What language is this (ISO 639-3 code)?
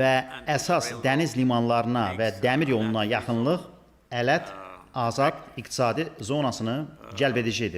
aze